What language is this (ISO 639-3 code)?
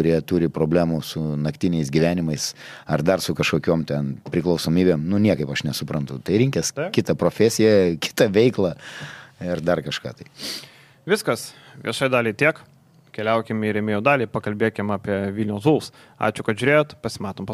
lit